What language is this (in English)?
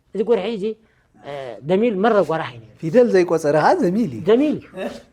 Tigrinya